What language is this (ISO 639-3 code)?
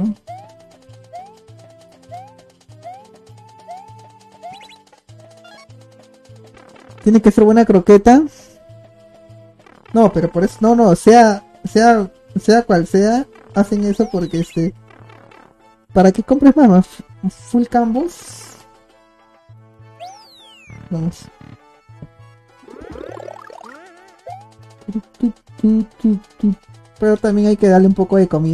spa